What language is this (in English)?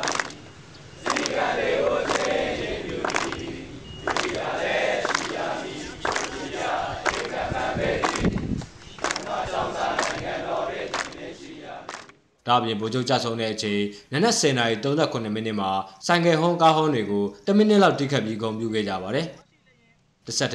Burmese